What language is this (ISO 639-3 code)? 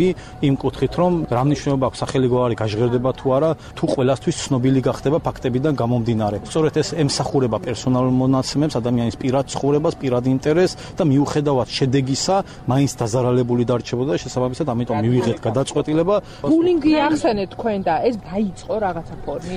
kat